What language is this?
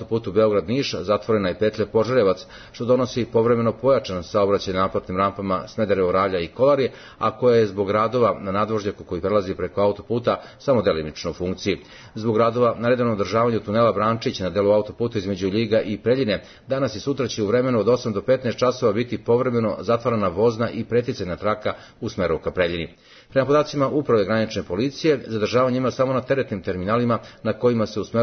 Serbian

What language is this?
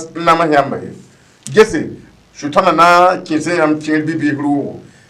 Mossi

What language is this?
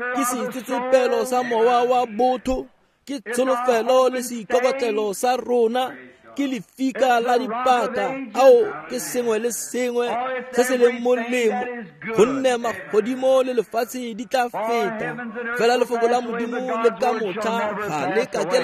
Tswana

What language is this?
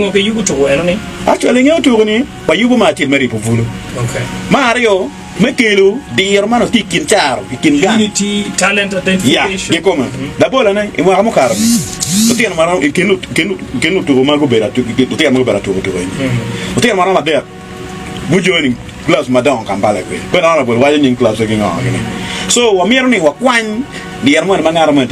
Acoli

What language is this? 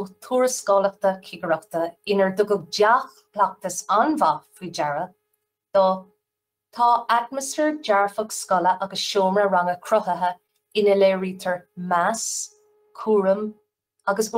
Irish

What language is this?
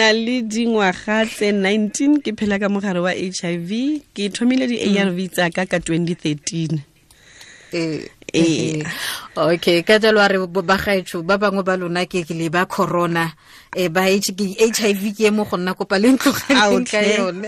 Tswana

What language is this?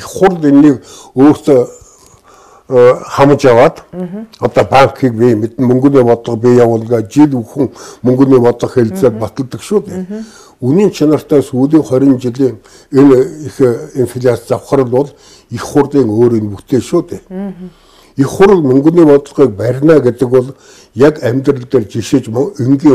Mongolian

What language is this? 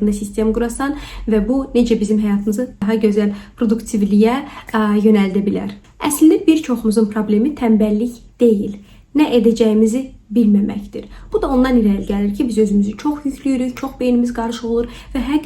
Azerbaijani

